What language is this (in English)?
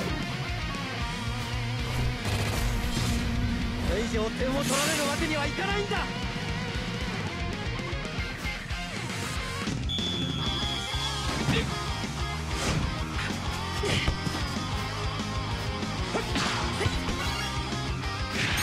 Japanese